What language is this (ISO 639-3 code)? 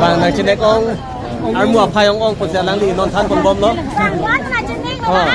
mjw